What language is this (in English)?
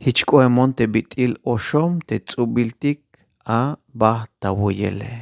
Tzeltal